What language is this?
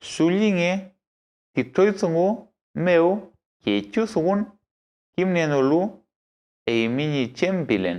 Mapuche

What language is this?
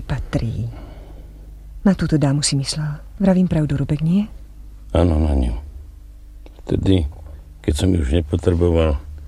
Slovak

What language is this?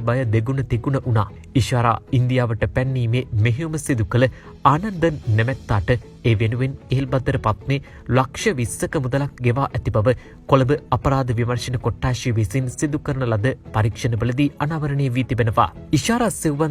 Sinhala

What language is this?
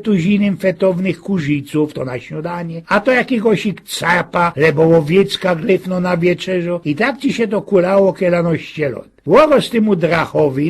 Silesian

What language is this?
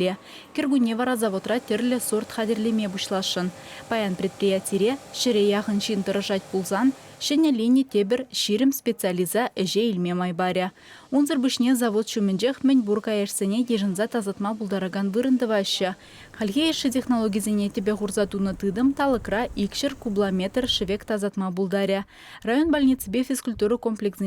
Chuvash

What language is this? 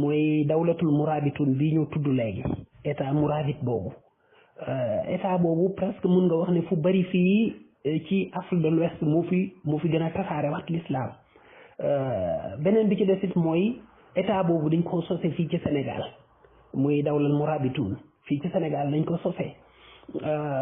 Wolof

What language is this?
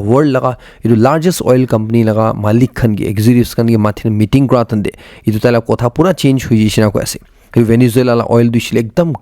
Naga Pidgin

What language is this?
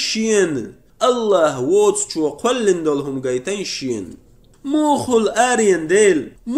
Chechen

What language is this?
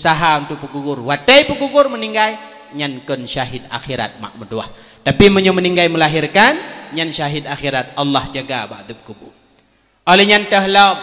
Achinese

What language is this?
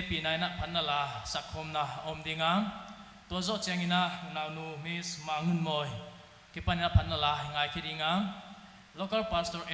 Paite Chin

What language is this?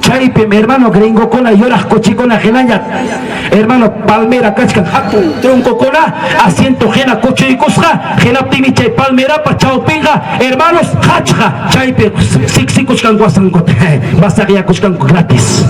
Ayacucho Quechua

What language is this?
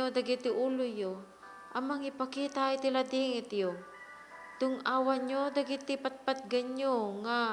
Iloko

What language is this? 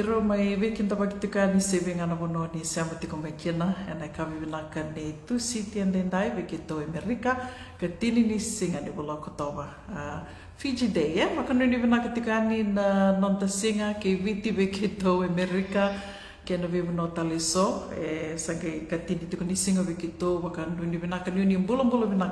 Fijian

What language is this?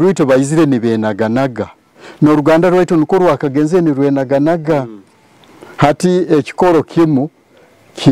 Nyoro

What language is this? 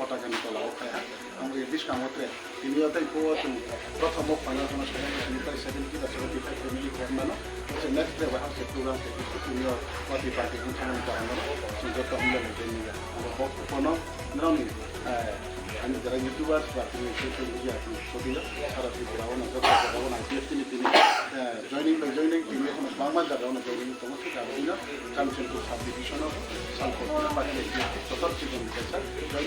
Riang (India)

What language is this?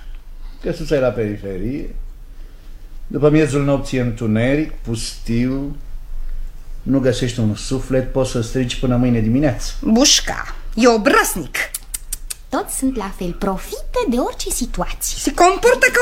Romanian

